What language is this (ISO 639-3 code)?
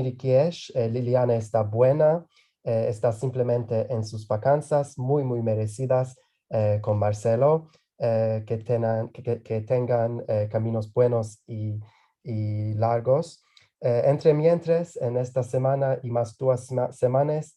lad